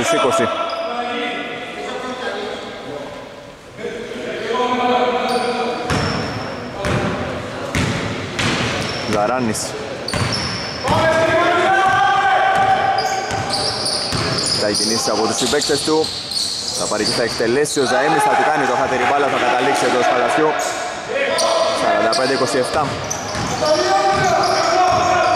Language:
Greek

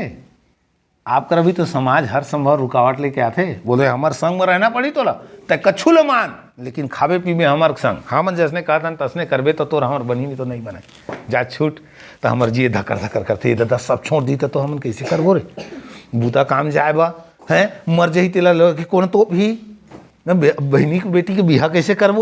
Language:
Chhattisgarhi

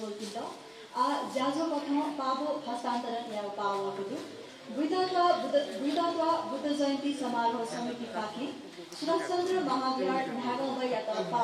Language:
Newari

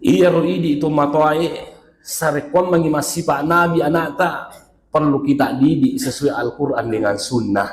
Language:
Buginese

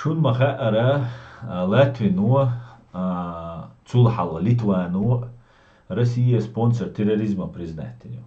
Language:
Chechen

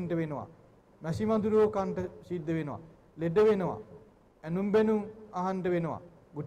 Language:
Sinhala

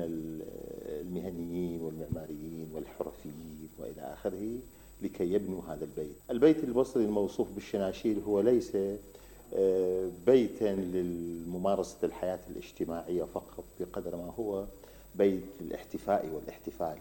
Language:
Mesopotamian Arabic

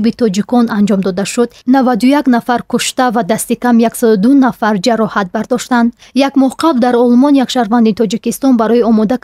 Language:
Tajik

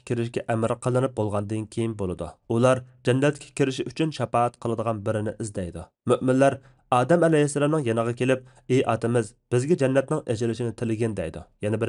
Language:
Uyghur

